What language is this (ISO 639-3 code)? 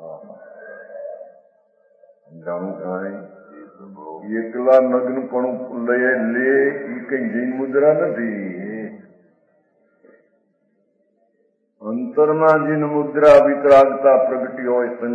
guj